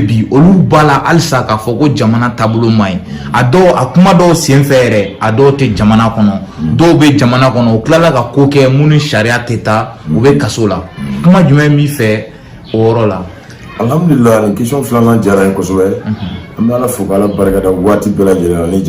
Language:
Bambara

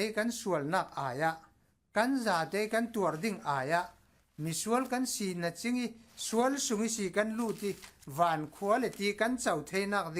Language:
Falam Chin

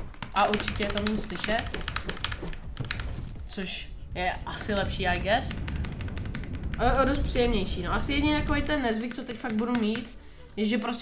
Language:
Czech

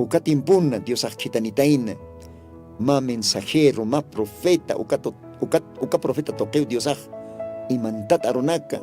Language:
Aymara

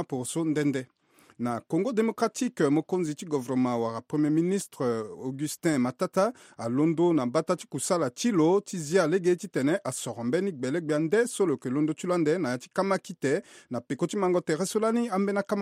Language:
Sango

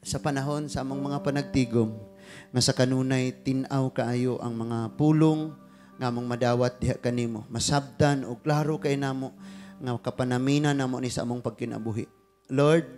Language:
Cebuano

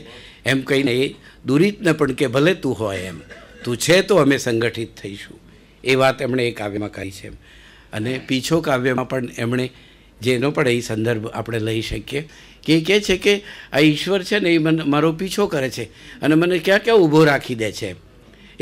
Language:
Gujarati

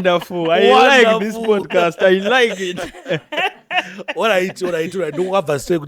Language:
Shona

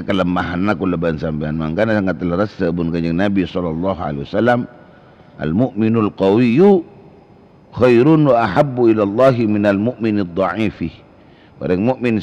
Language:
Madurese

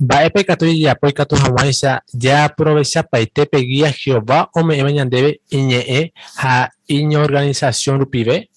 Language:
Guarani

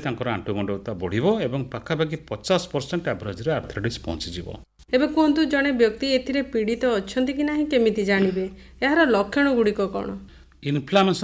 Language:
Odia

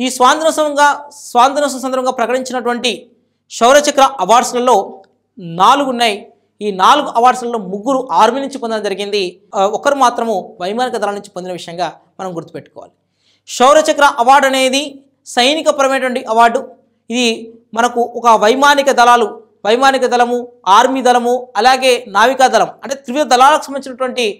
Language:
Telugu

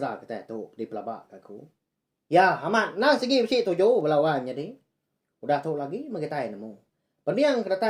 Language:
Iban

